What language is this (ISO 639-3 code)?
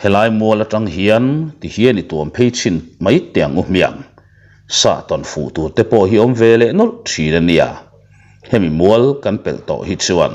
lus